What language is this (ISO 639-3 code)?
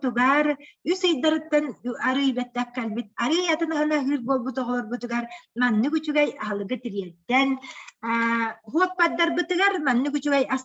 sah